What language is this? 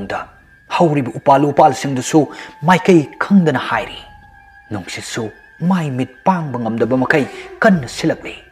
Manipuri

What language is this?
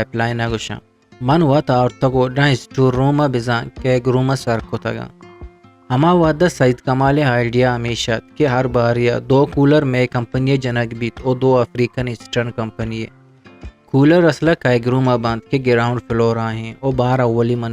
Eastern Balochi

